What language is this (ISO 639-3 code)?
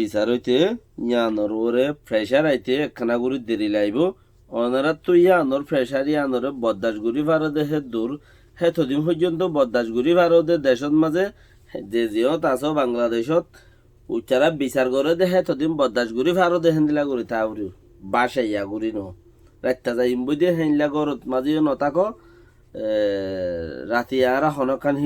rhg